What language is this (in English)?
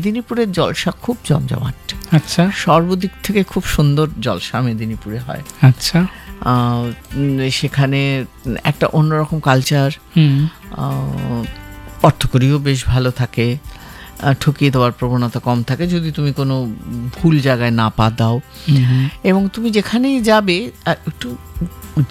Bangla